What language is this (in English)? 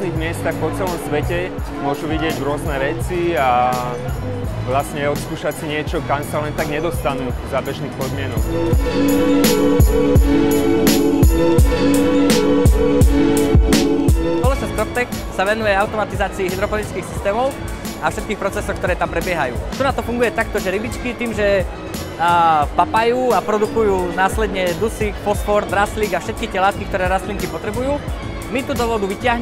Slovak